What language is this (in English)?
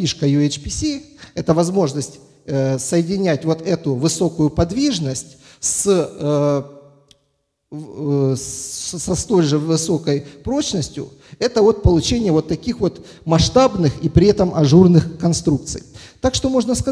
Russian